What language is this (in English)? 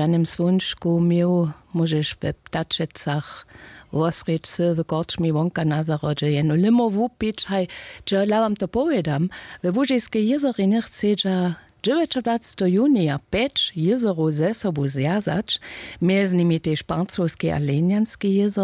Upper Sorbian